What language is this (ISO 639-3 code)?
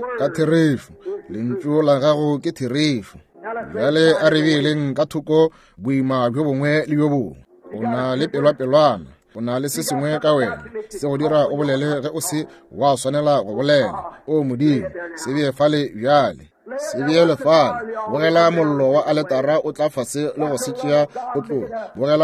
nso